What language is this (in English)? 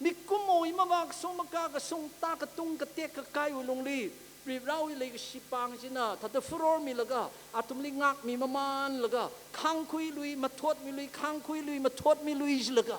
Tangkhul Naga (India)